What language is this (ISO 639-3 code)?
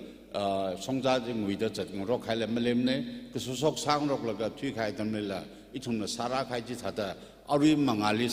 nmf